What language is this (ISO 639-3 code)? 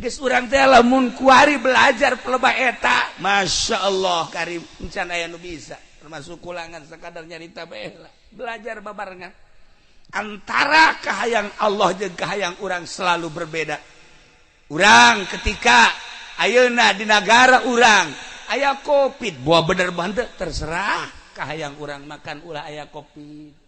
sun